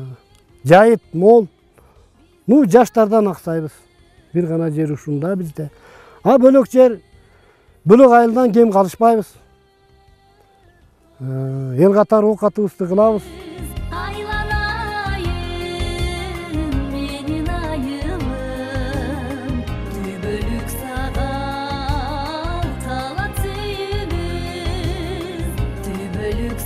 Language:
Kyrgyz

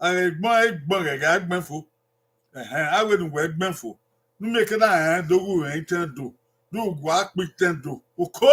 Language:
Bini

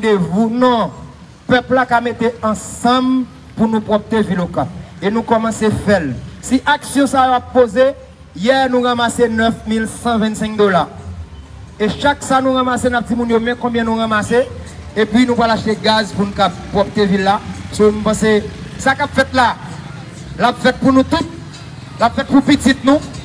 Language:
Haitian Creole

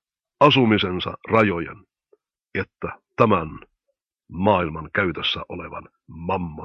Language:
Finnish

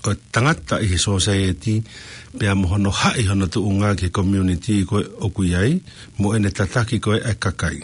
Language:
Tongan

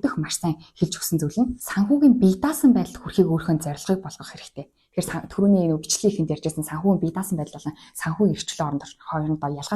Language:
Mongolian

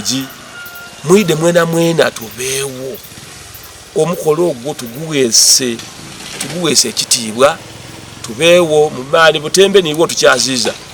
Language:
Soga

